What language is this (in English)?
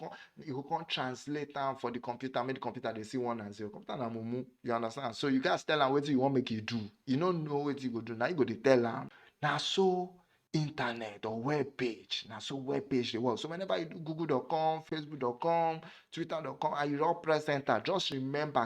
Nigerian Pidgin